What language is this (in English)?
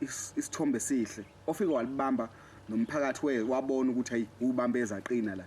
Zulu